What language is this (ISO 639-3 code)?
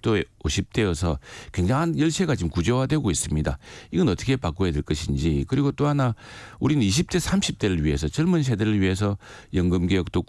kor